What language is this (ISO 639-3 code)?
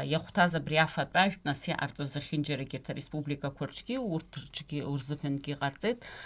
abk